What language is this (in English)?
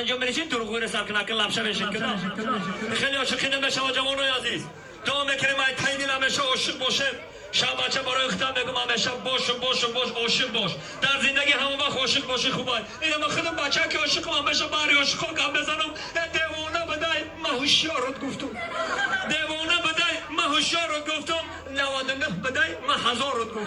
Tajik